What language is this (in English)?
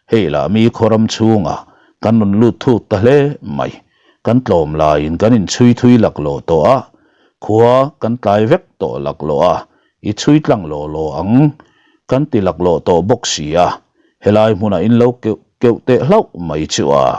Mizo